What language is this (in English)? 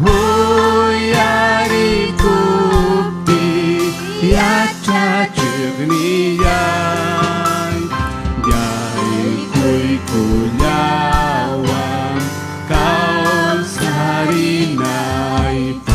Ayacucho Quechua